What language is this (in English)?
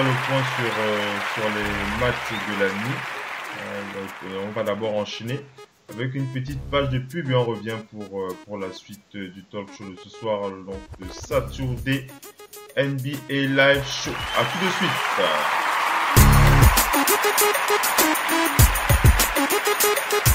French